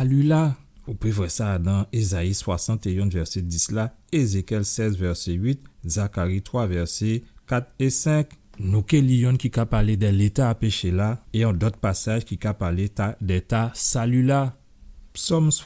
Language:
Guadeloupean Creole French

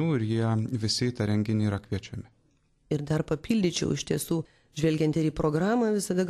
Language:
Lithuanian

